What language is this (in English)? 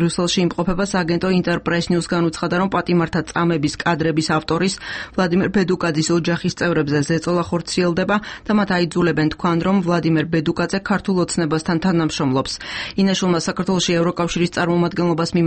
Georgian